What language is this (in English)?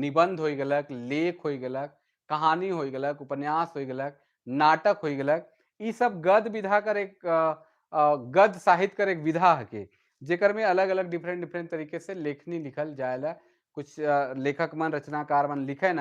Sadri